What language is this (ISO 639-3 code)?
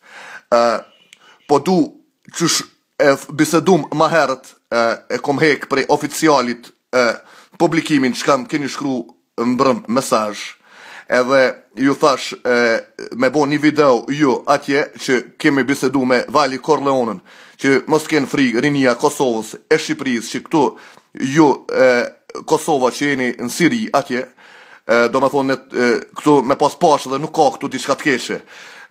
sqi